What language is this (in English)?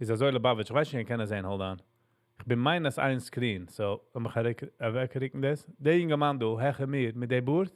Yiddish